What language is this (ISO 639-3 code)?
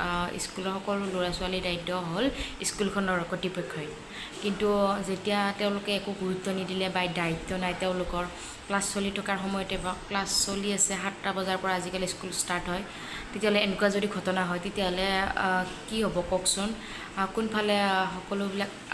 asm